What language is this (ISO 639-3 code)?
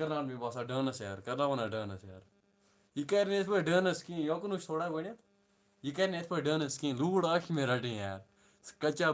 kas